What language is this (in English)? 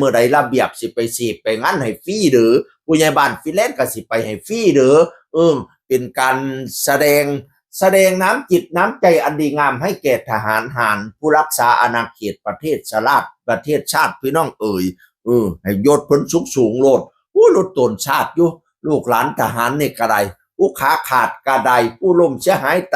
Northeastern Thai